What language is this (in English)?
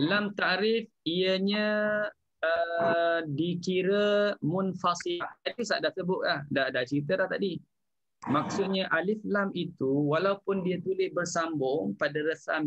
Malay